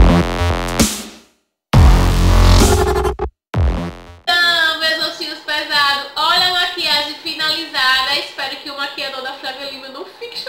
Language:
Portuguese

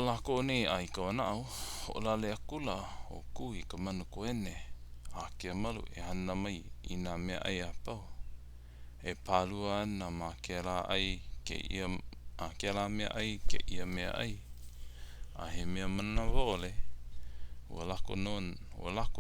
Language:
Hawaiian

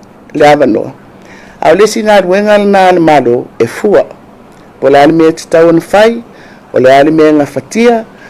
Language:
Samoan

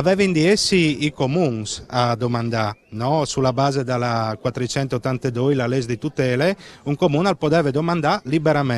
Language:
Friulian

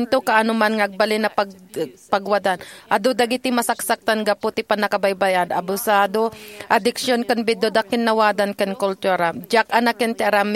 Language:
Iloko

